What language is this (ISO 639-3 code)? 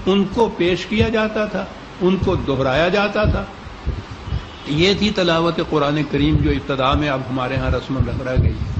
urd